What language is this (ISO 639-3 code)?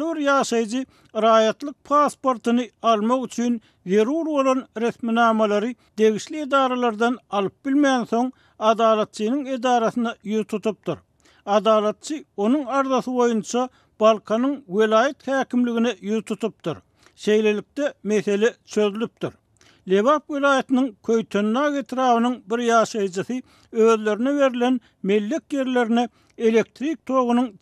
tuk